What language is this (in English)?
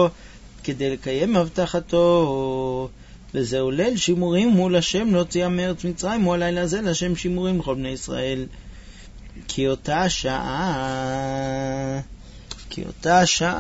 Hebrew